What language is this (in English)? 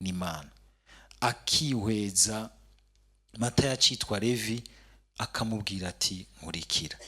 Rundi